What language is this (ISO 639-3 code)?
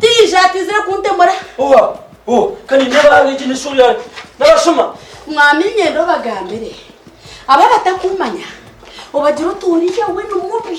nyn